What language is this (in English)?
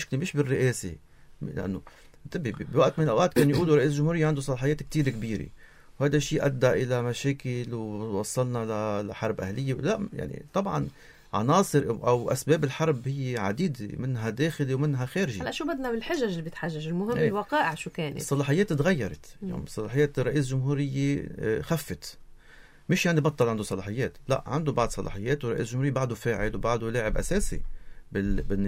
North Levantine Arabic